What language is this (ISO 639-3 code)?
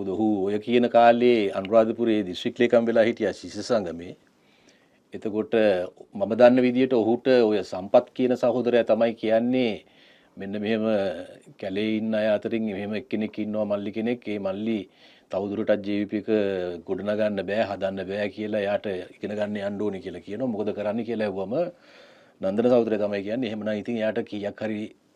sin